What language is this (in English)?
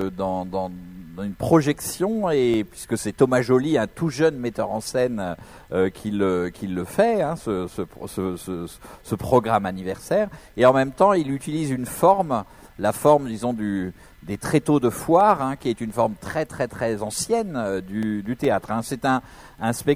French